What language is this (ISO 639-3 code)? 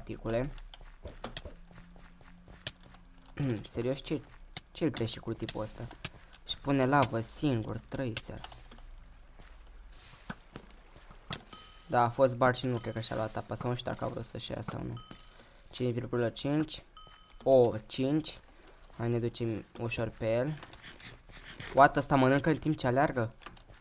ron